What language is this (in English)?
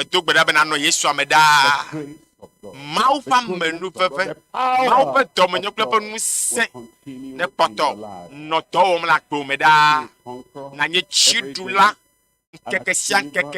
Ewe